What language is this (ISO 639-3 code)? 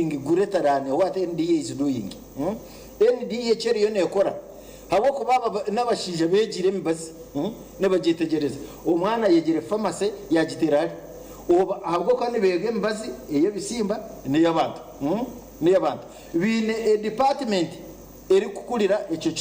nyn